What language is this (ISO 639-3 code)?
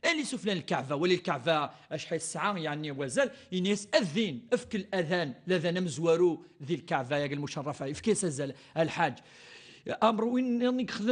kab